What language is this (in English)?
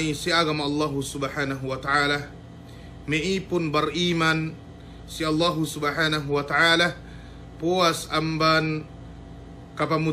Yakan